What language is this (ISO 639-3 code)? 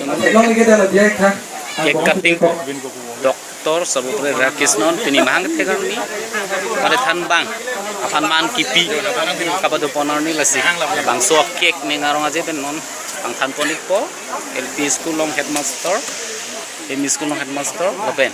mjw